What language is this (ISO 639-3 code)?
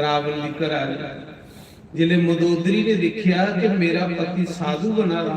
doi